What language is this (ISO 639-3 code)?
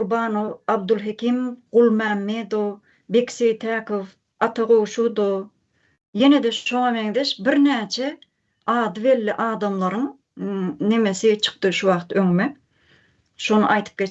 tuk